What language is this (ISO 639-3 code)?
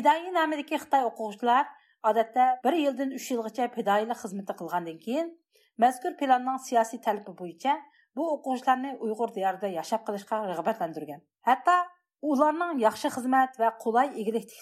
uig